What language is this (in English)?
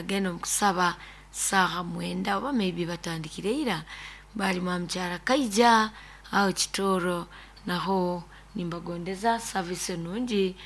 Nyoro